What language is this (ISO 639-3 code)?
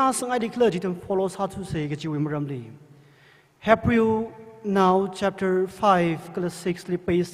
nmf